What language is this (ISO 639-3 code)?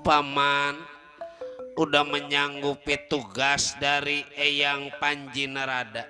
bew